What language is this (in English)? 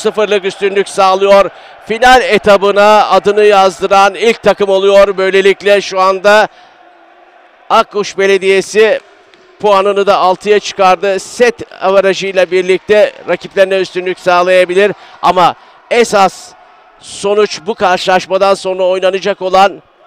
Turkish